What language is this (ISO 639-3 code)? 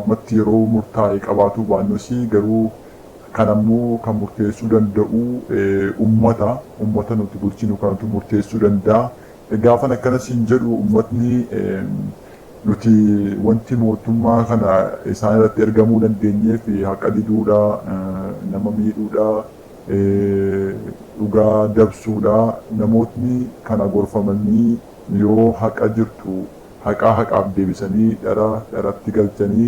orm